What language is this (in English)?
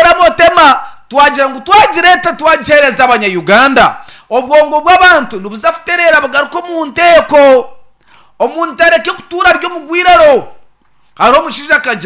Nyankole